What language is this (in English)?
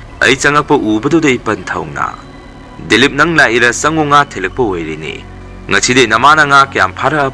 Manipuri